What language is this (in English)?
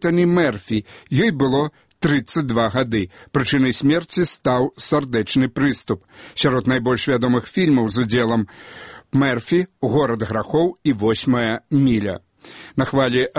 Belarusian